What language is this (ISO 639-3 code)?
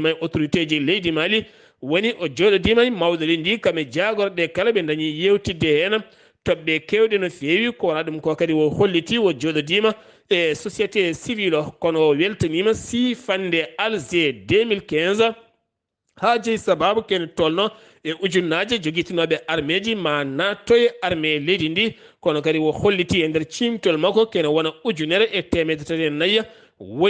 ful